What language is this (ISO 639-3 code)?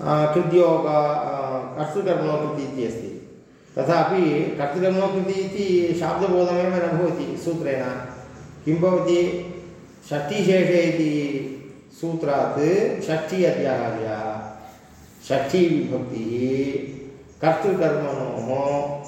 san